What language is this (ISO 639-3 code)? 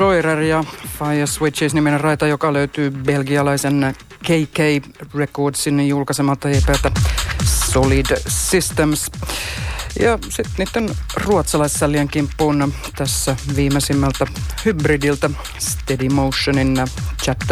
fin